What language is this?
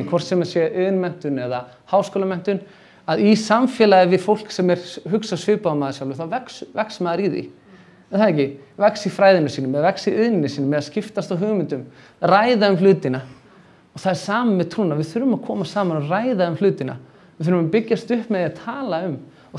Icelandic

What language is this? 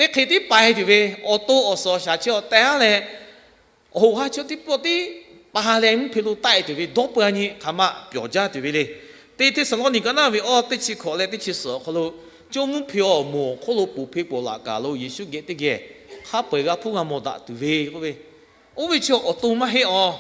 Lahu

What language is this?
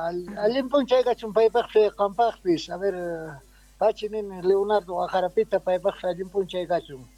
Quechua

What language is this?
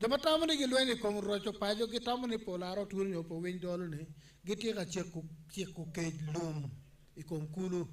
Acoli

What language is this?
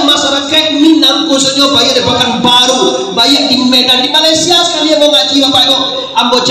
Minangkabau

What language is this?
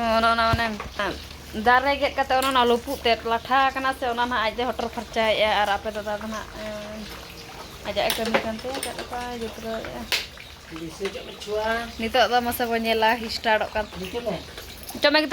Santali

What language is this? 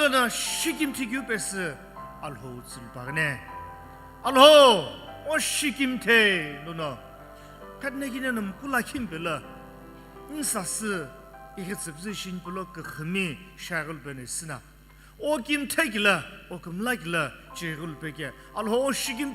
Sumi Naga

